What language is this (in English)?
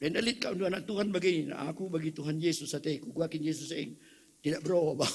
Batak Karo